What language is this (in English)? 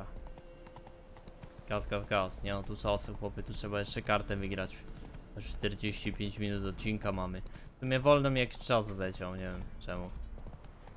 Polish